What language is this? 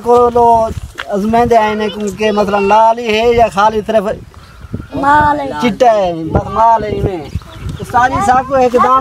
Saraiki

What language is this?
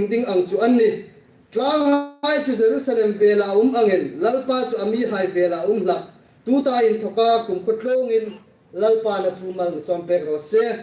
Hmar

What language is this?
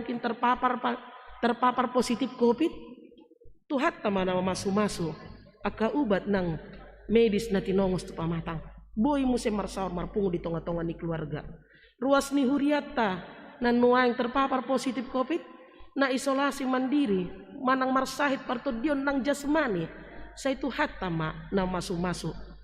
Batak Toba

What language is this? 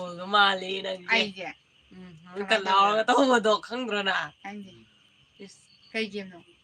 Manipuri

